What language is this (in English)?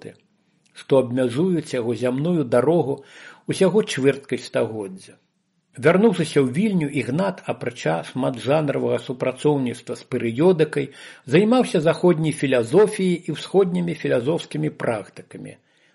Belarusian